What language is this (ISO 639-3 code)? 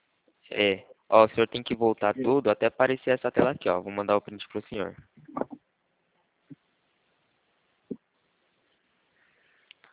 por